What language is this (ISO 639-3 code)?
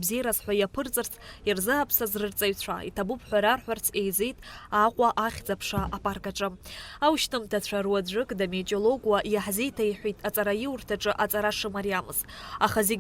abk